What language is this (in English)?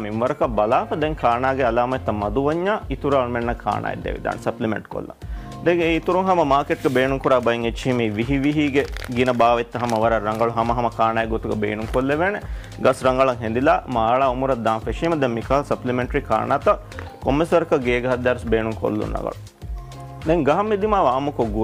Divehi